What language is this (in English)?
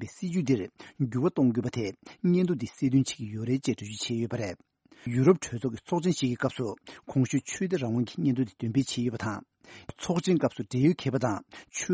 Tibetan